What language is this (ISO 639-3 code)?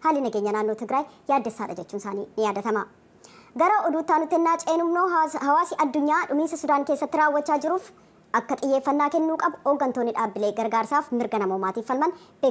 orm